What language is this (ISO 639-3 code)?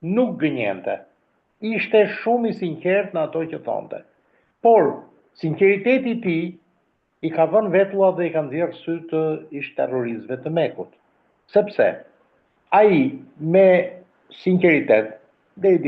sqi